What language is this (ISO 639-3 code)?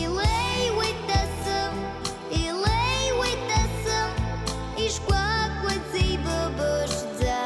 abk